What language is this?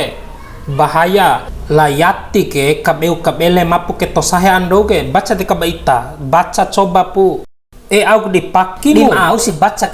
Bima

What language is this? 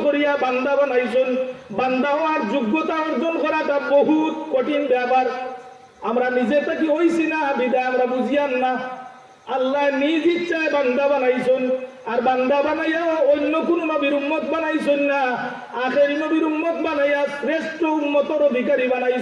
Sylheti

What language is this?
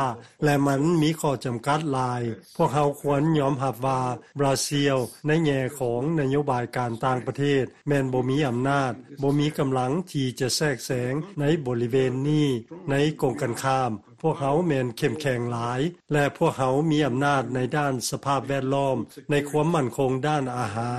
Lao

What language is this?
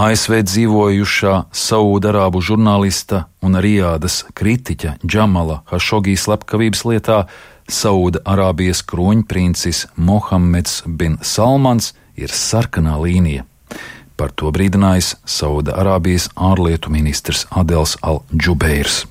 Latvian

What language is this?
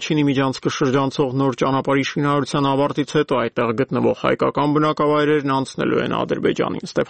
Armenian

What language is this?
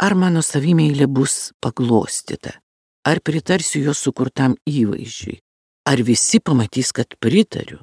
Lithuanian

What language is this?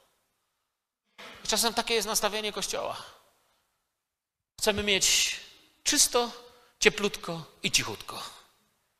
Polish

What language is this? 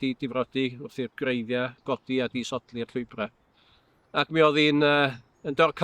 Welsh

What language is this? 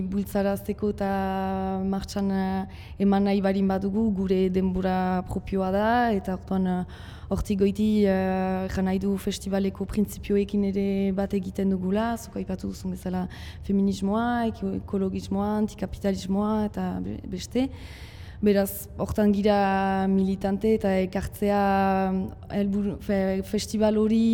Basque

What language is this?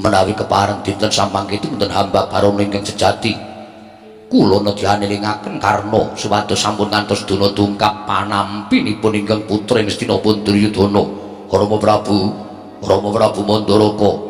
Javanese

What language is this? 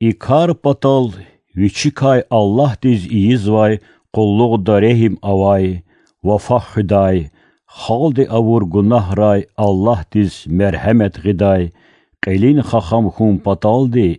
Lezghian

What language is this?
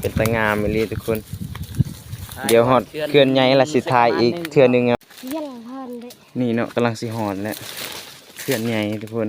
Lao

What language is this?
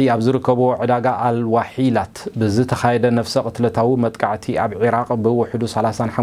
Tigrinya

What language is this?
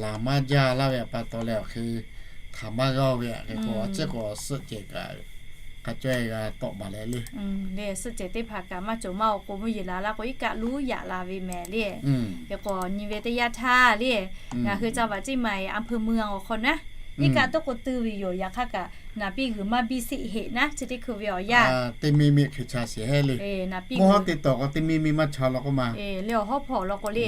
Lahu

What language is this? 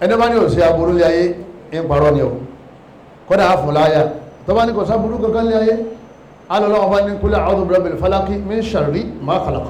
Yoruba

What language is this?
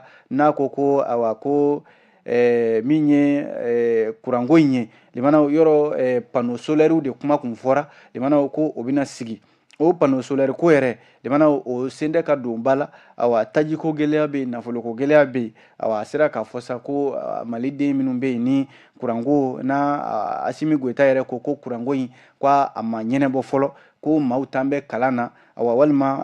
Bambara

